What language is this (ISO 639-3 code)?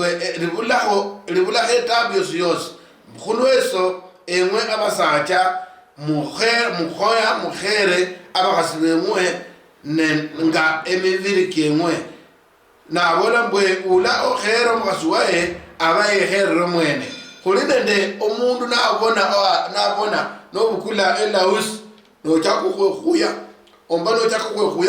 luy